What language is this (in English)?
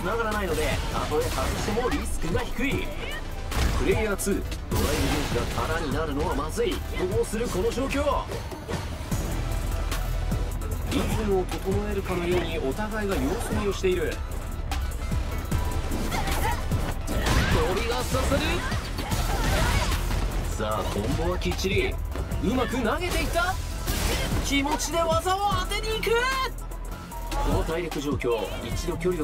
Japanese